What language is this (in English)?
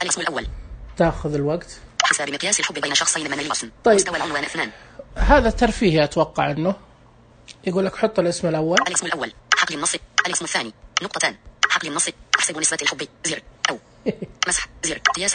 Najdi Arabic